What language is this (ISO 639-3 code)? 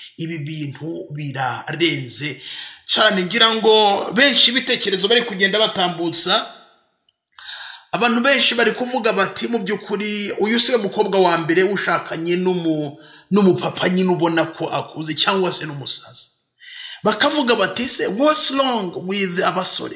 kin